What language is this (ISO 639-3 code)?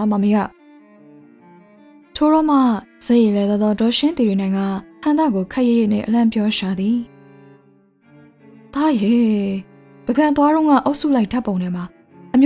mya